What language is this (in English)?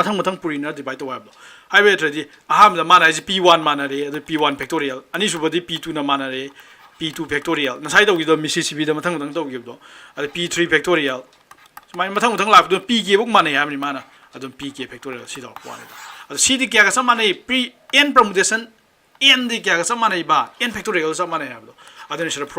Manipuri